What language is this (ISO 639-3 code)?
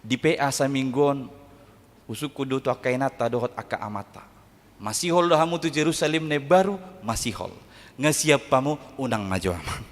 bbc